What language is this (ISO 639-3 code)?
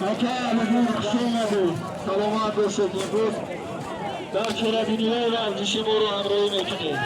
tgk